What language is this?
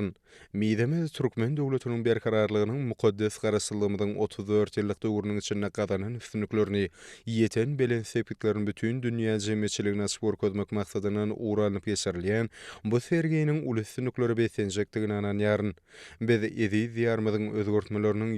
Turkmen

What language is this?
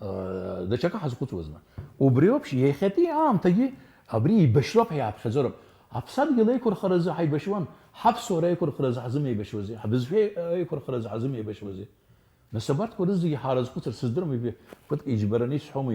Abkhazian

